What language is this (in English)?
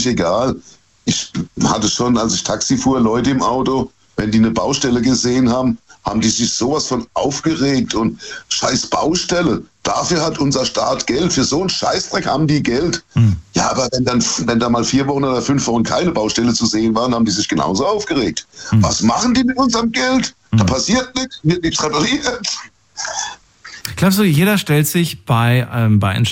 German